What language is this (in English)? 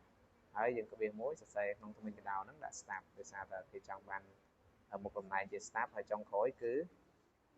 Khmer